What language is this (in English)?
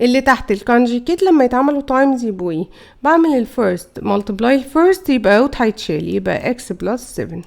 Egyptian Arabic